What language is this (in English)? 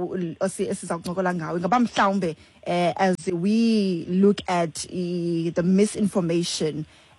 Xhosa